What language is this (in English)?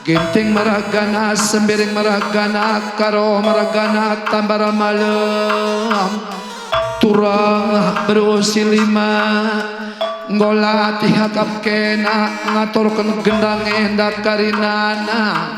Batak Karo